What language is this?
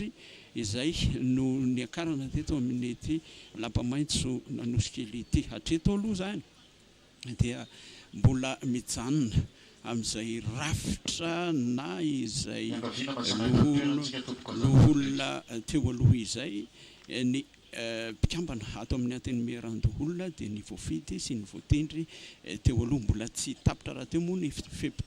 Malagasy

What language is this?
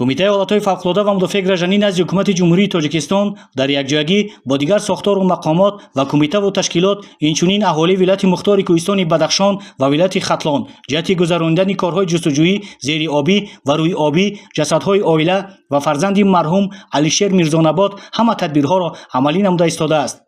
Tajik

